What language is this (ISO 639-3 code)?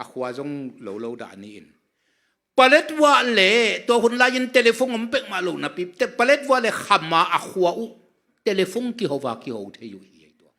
ctd